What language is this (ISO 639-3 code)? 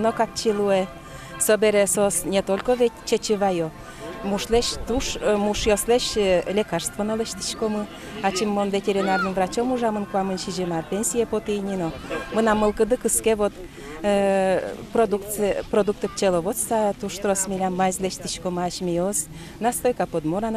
udm